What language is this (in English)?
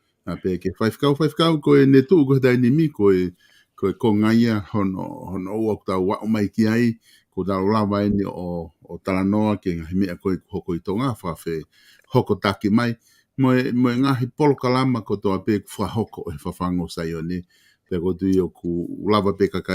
Tongan